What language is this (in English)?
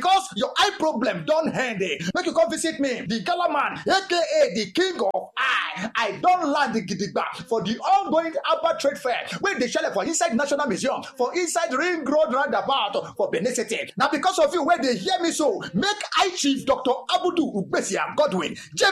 Nigerian Pidgin